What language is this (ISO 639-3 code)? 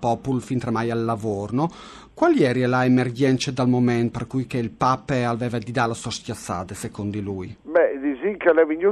fur